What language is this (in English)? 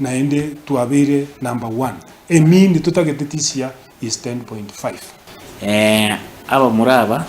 Gusii